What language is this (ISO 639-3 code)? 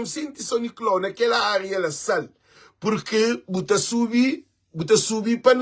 kea